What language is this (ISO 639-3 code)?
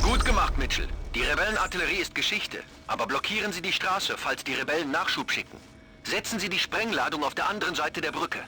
bar